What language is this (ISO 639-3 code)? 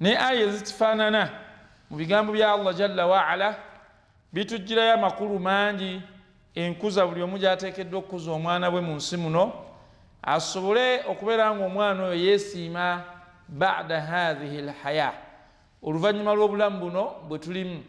lug